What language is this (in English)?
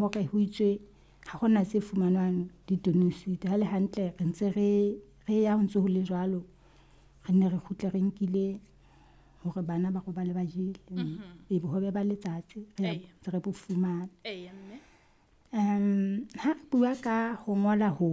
Southern Sotho